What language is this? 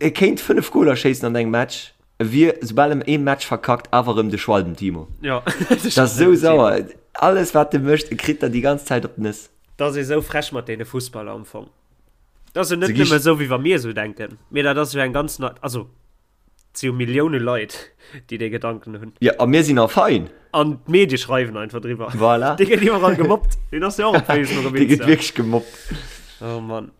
Luxembourgish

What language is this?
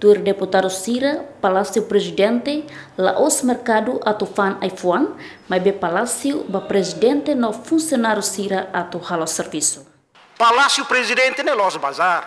Tetum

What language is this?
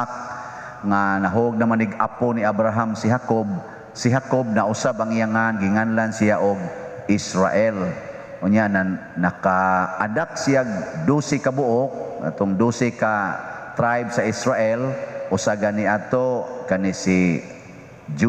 Cebuano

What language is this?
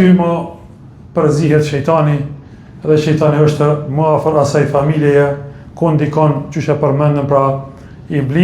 Albanian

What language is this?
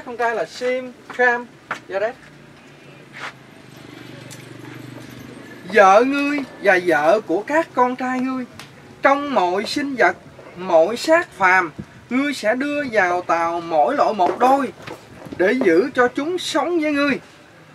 Vietnamese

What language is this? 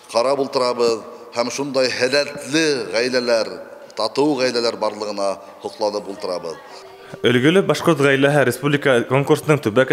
Bashkir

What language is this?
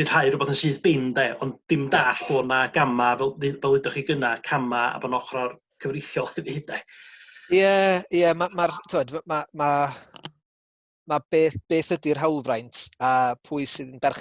Welsh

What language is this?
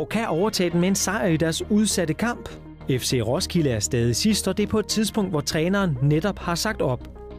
Danish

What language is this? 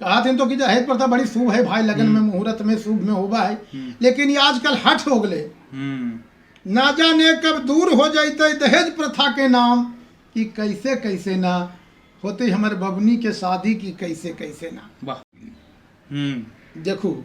Magahi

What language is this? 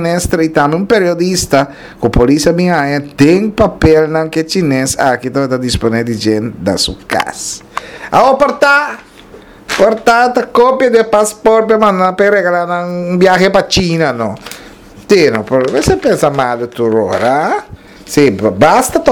Papiamento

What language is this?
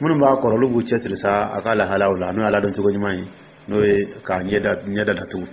Dyula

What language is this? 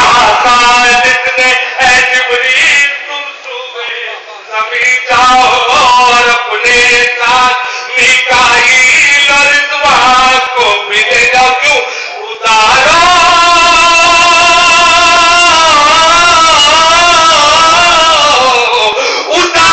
Urdu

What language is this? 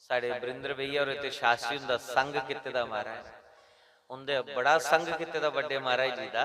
Dogri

